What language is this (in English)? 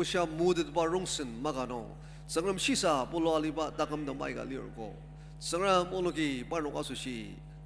Ao Naga